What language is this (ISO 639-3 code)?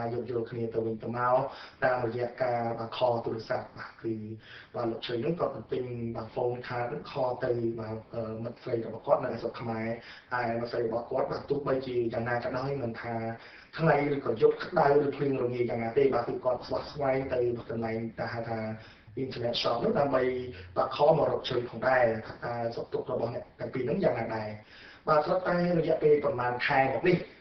khm